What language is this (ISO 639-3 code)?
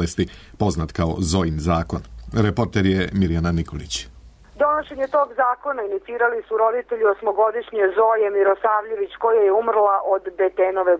srp